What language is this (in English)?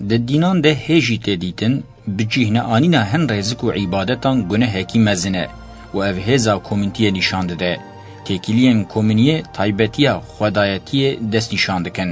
Kurdish